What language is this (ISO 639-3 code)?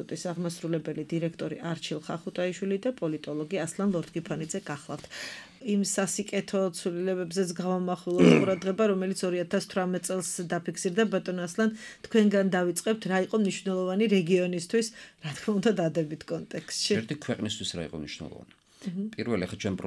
kat